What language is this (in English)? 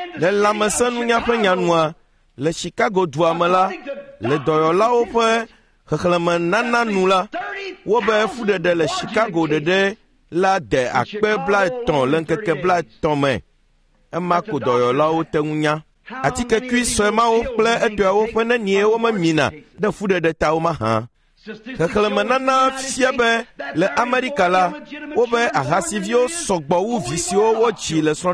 Ewe